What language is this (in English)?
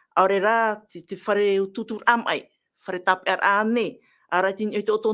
Tahitian